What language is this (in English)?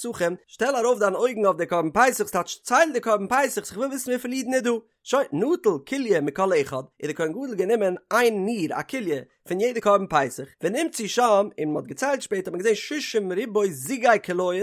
Yiddish